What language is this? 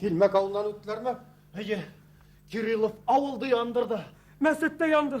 Bashkir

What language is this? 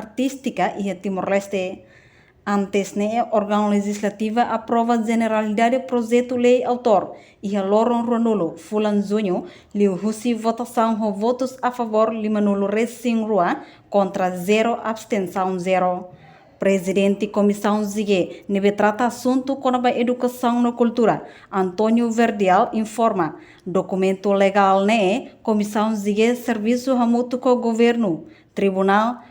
Tetum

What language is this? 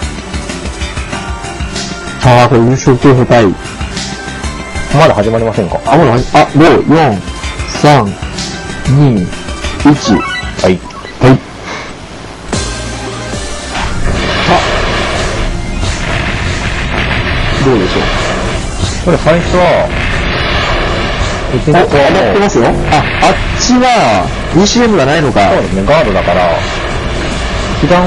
Japanese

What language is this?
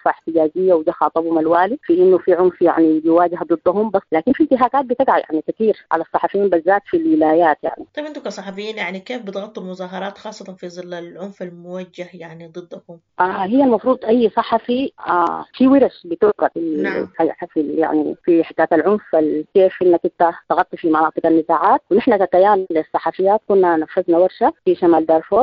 Sudanese Arabic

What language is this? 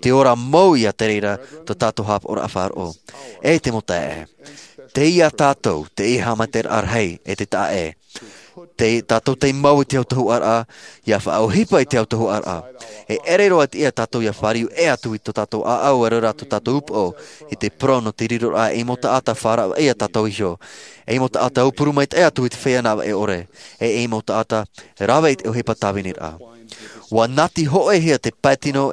Tahitian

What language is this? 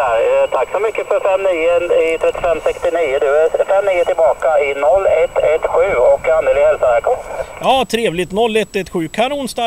Swedish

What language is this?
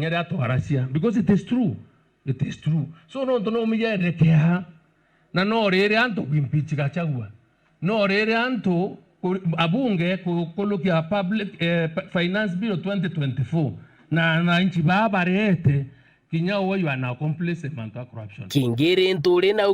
Meru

